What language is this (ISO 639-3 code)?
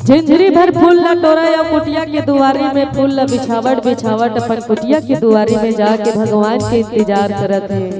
hne